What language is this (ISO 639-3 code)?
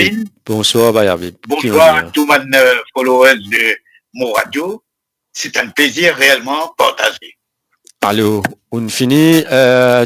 mfe